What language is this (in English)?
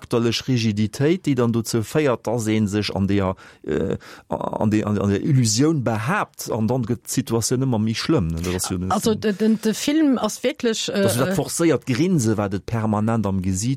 Luxembourgish